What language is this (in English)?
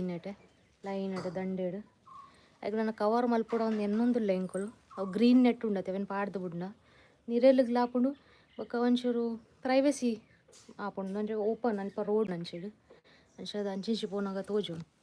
Tulu